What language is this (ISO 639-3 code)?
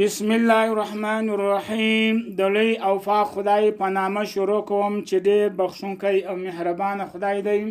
pus